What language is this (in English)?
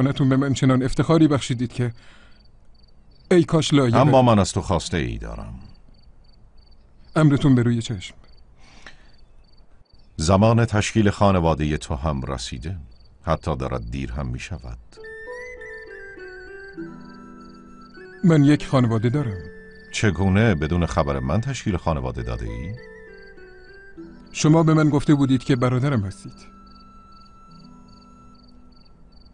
Persian